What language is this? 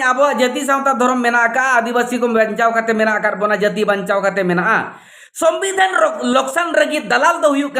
Santali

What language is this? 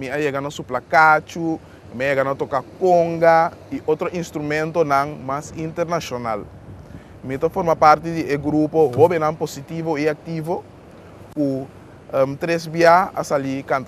Papiamento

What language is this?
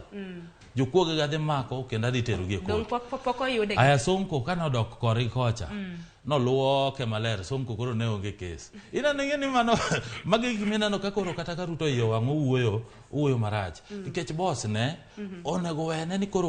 Luo (Kenya and Tanzania)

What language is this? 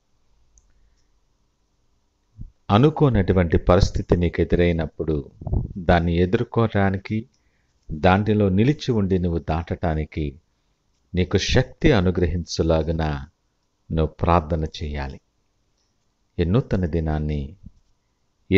Telugu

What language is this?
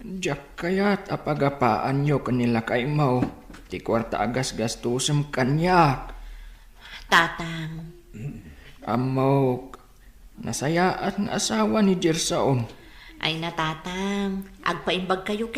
Iloko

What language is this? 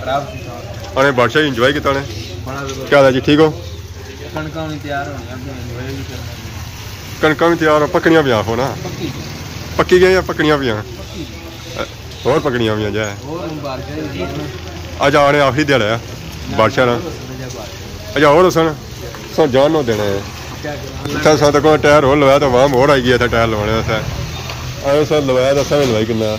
Pahari-Potwari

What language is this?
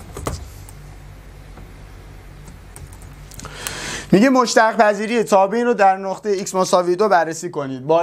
Persian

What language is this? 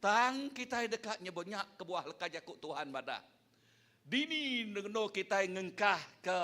Iban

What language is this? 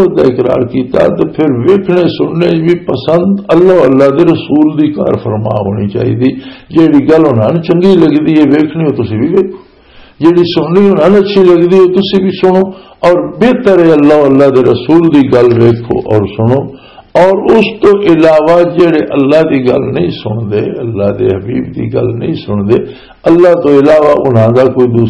Western Panjabi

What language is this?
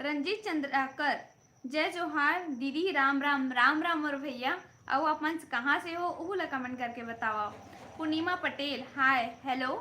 Chhattisgarhi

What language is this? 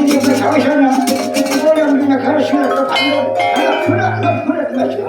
Banjar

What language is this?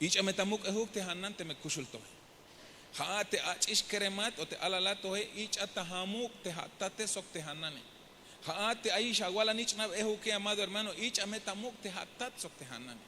Tzeltal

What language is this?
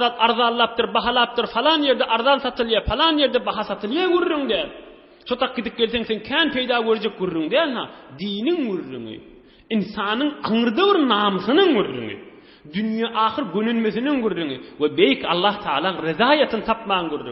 Turkmen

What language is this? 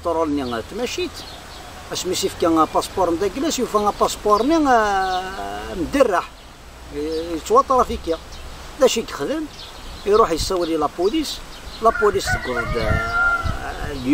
Kabyle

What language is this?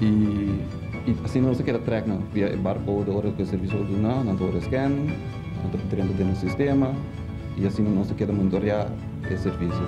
Papiamento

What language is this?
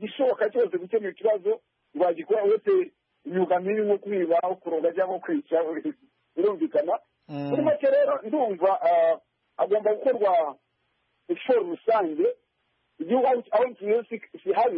Kinyarwanda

